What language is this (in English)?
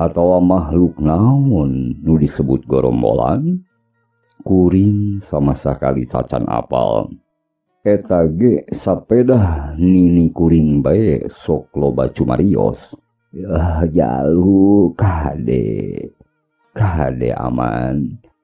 Sundanese